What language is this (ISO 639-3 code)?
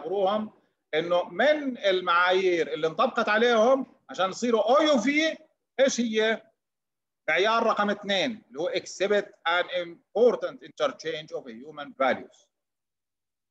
ara